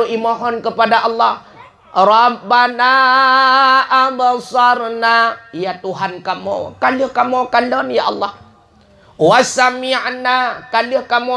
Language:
Achinese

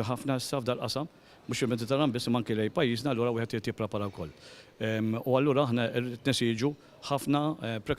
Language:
Maltese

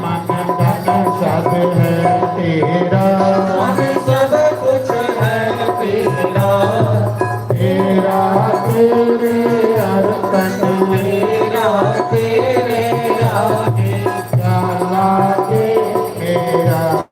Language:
Dogri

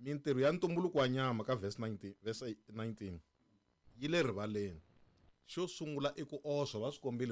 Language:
Tsonga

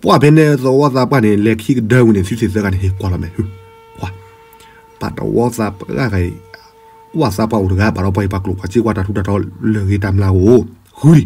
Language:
S'gaw Karen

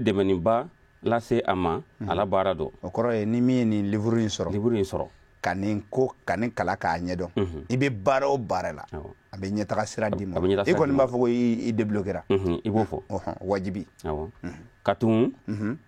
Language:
Bambara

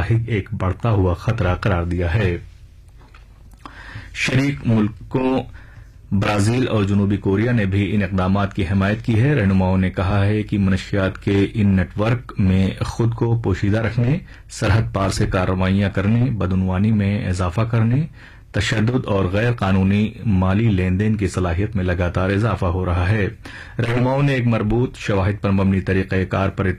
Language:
Urdu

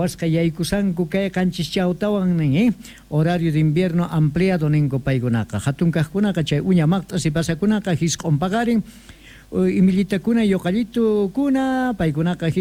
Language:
South Bolivian Quechua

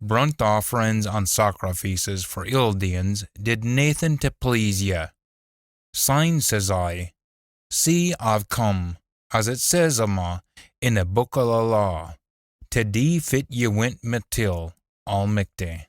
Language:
Scots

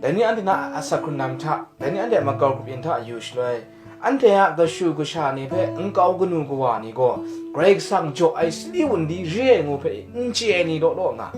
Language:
Kachin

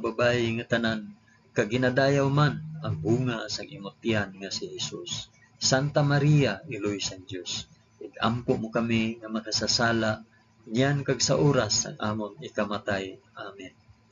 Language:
Hiligaynon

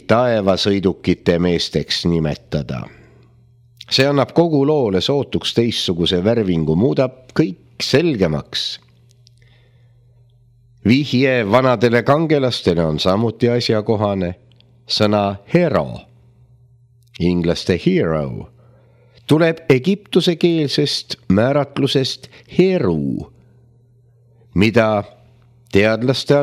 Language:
Estonian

